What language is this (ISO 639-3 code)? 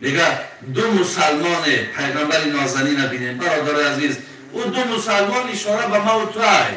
tgk